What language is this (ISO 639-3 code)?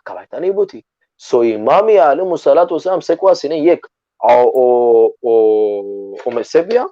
rmn